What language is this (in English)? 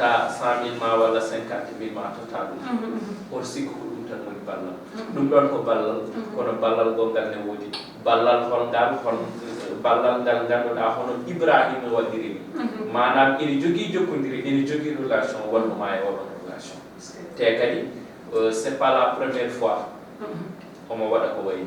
Fula